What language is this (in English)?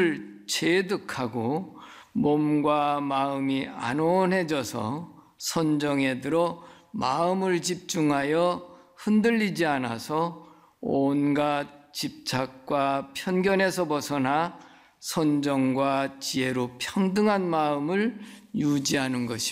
Korean